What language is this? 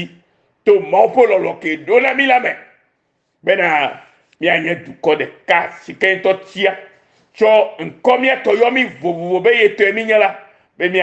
Ewe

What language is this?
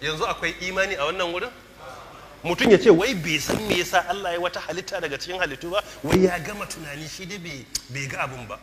Hausa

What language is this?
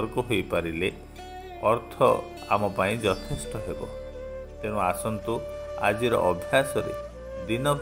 Odia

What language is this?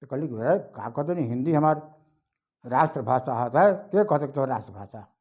Bhojpuri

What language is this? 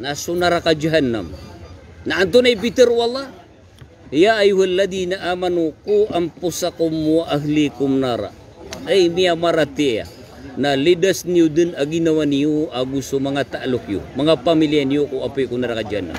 Maranao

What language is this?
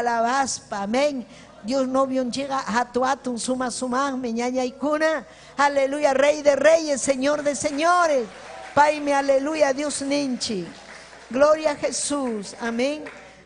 Ayacucho Quechua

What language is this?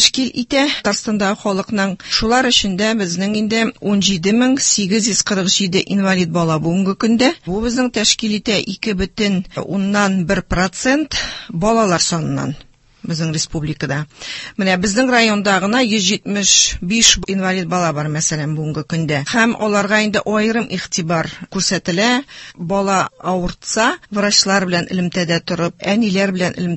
Tatar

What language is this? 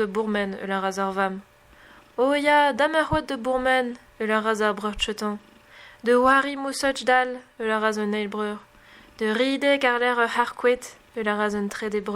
Breton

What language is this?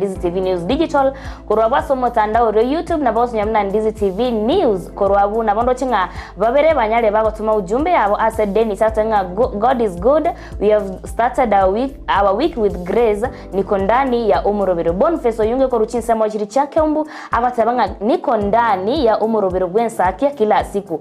Gusii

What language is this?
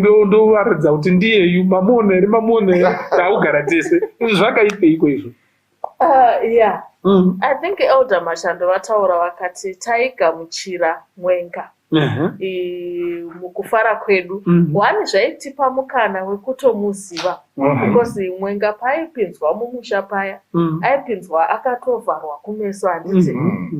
Shona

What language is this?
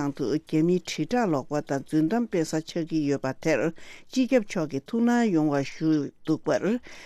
Tibetan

